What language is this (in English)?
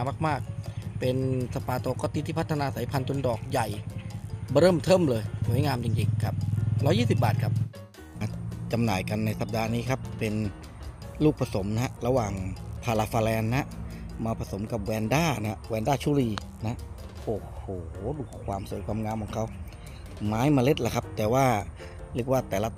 Thai